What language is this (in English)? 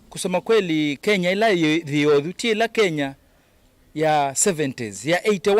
Kamba